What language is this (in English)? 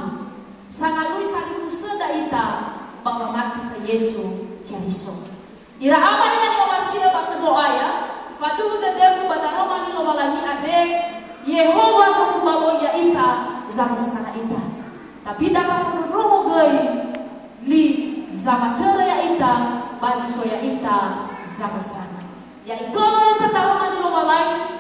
Nias